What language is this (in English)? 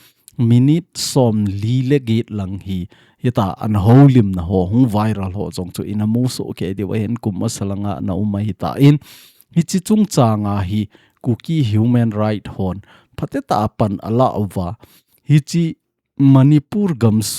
Thado Chin